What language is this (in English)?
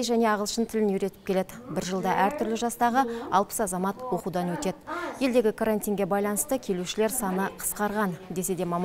Kazakh